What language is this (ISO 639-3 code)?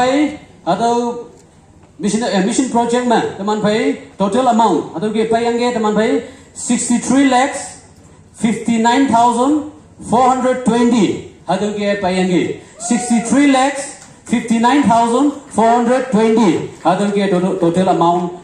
nbe